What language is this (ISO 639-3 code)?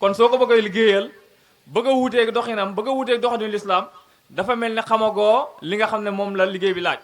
wol